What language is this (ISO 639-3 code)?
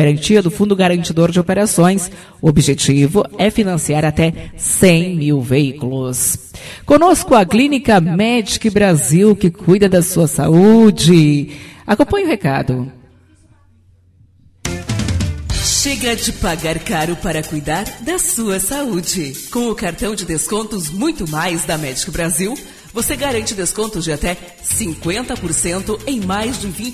por